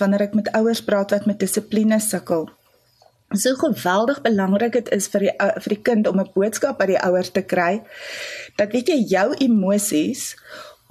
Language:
Afrikaans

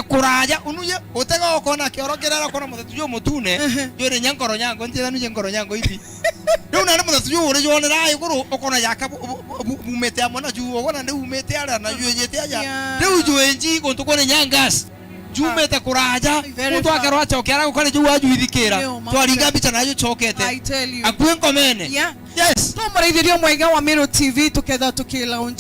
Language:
Meru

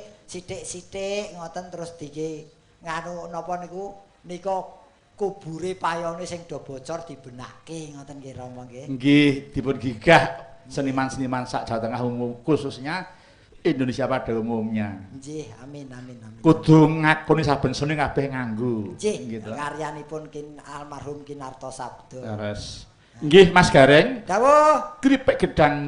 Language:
Javanese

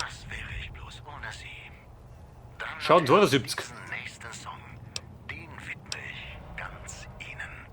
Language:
Bavarian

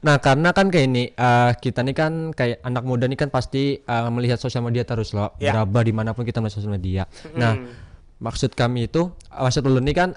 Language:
Banjar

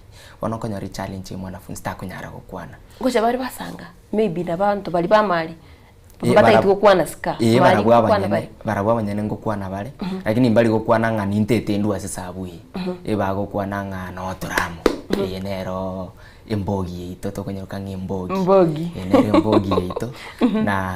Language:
Gusii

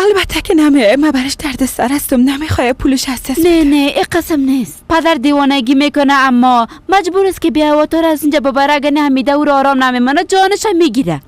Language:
Persian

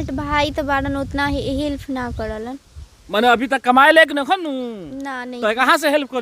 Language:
Bhojpuri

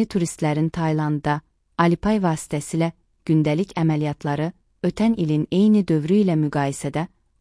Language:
Azerbaijani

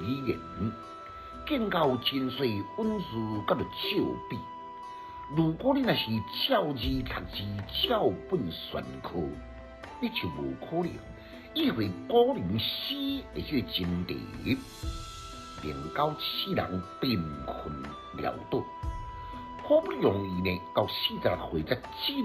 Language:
Min Nan Chinese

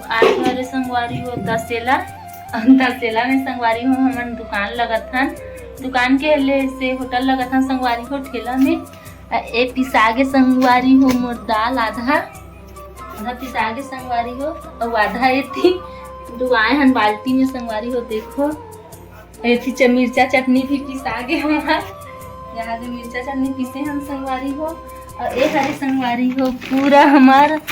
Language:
Chhattisgarhi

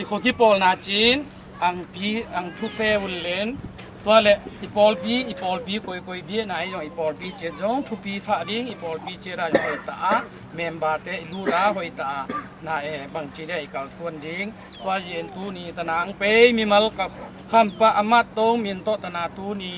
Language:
Tedim Chin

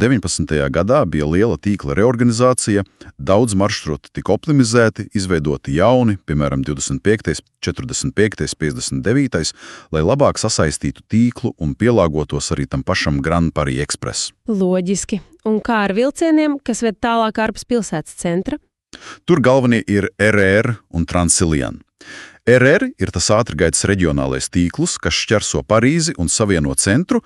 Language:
Latvian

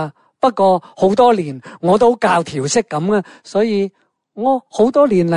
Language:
Cantonese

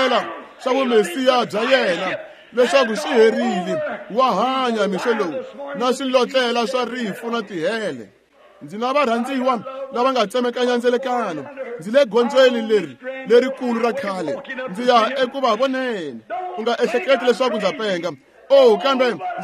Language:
Tsonga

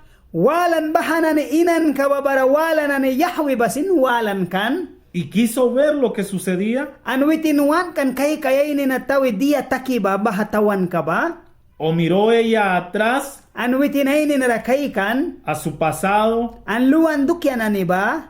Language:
Mískito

